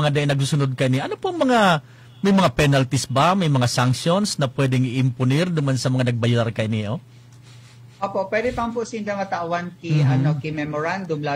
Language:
Bikol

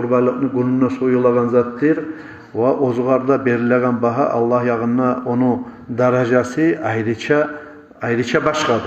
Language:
Kumyk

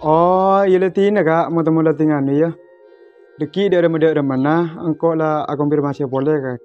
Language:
Madurese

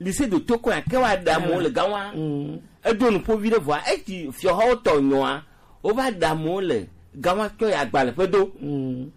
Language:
Gen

